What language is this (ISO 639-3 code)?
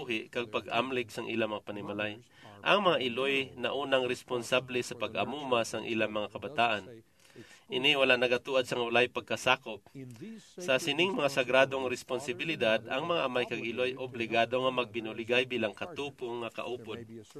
hil